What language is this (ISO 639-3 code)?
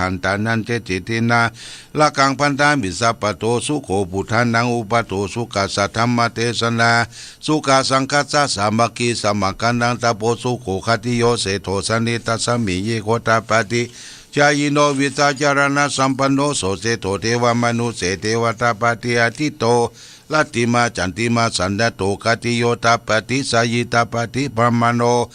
pli